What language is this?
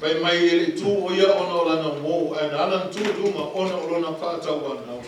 Samoan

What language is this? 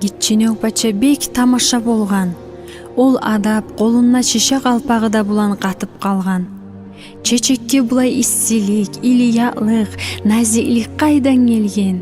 Kumyk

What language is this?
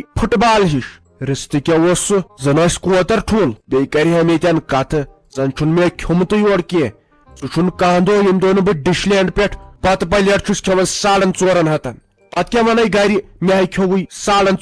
Kashmiri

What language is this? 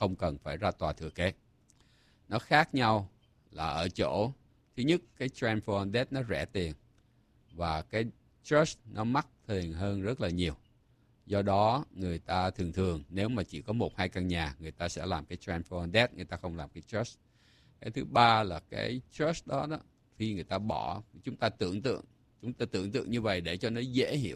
Vietnamese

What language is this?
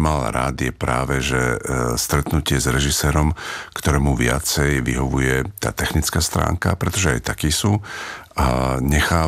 Slovak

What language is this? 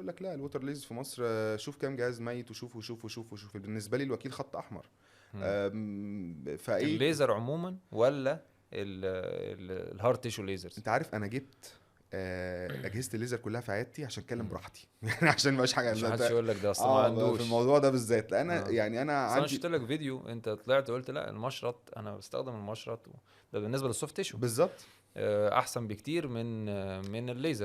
Egyptian Arabic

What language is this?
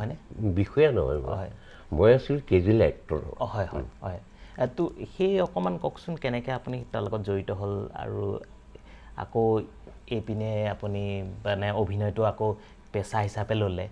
Assamese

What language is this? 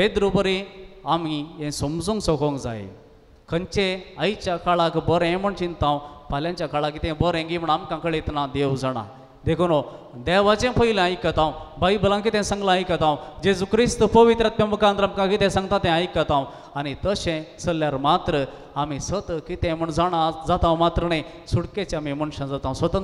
Konkani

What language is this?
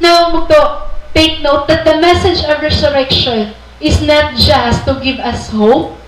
Waray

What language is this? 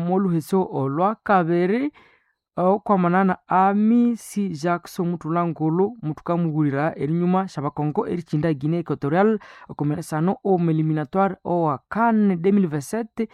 Nande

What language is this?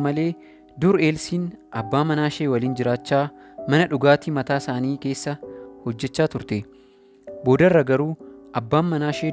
Oromo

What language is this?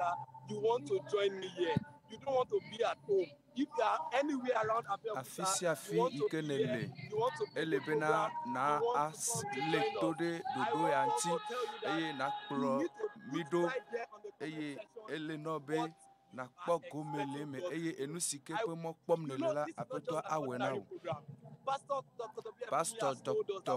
Ewe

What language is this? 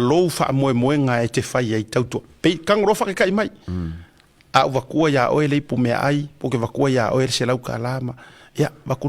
Samoan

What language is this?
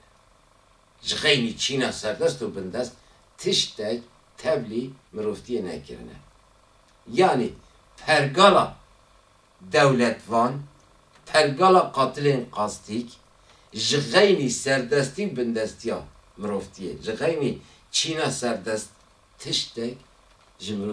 Kurdish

